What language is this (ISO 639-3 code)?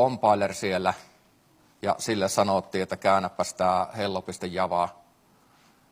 fin